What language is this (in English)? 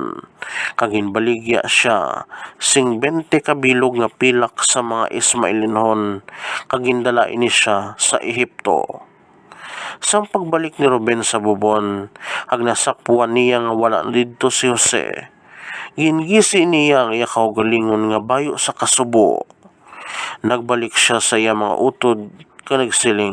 Hiligaynon